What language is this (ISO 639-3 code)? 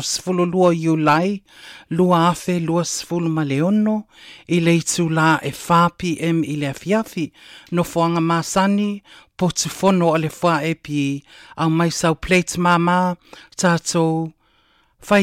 smo